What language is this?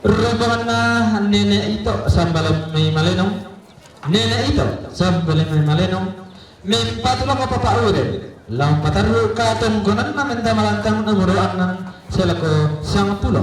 Toraja-Sa'dan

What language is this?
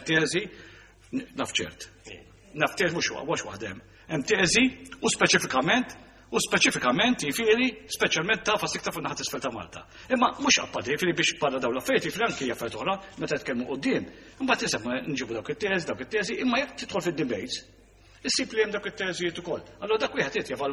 Maltese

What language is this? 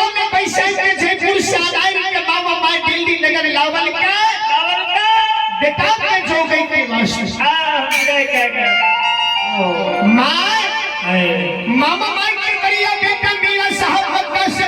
Maithili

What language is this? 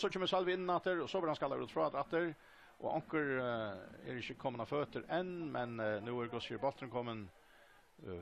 Faroese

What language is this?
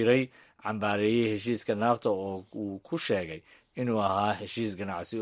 Somali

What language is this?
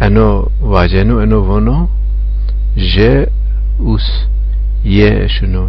Zaza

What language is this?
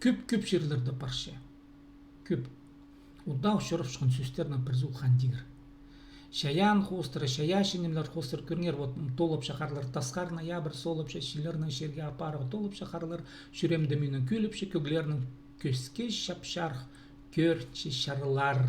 Khakas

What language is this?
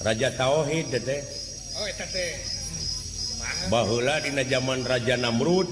Sundanese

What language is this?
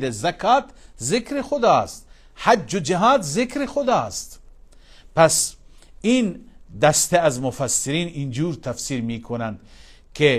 Persian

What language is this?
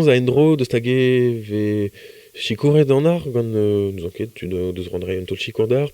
Breton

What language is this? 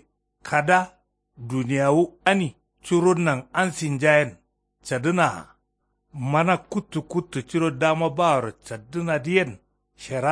Kanuri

